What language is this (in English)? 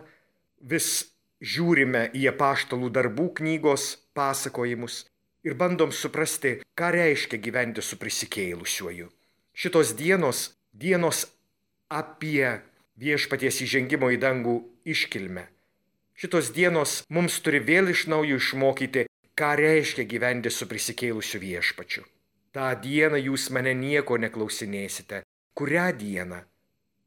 Lithuanian